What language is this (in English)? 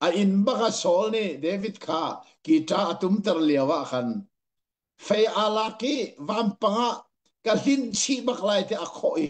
Hakha Chin